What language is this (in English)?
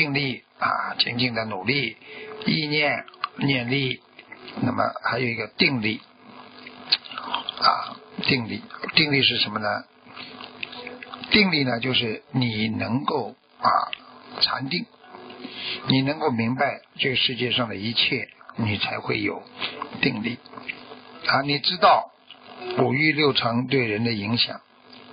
Chinese